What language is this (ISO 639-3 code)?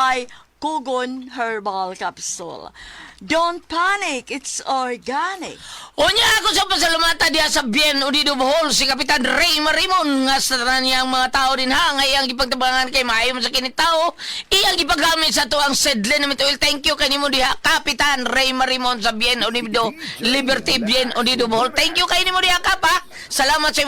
ceb